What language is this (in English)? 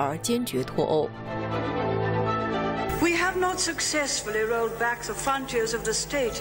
Chinese